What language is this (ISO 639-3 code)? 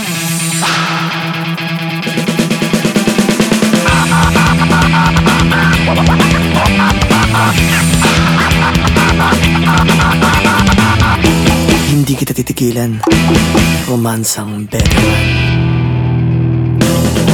fil